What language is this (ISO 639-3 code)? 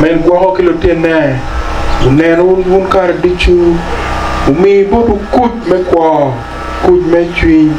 ach